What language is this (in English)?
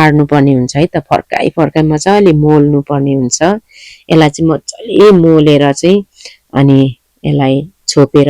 Nepali